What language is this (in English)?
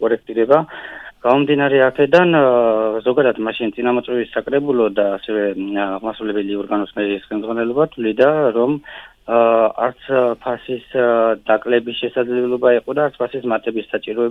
Georgian